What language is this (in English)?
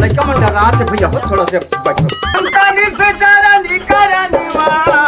Chhattisgarhi